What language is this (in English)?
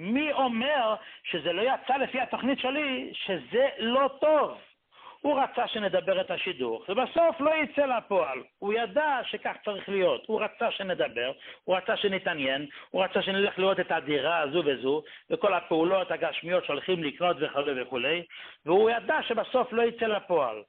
Hebrew